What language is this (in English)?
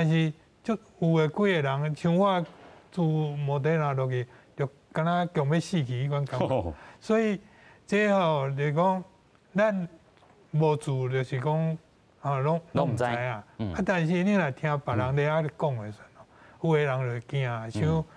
Min Nan Chinese